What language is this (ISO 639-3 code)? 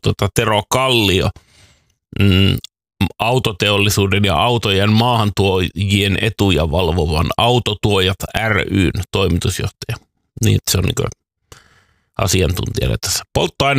fin